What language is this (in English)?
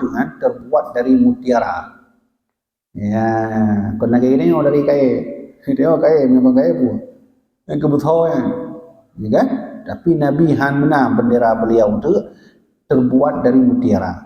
Achinese